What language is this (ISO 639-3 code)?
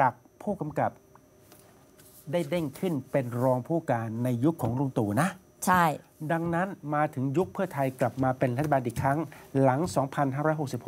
tha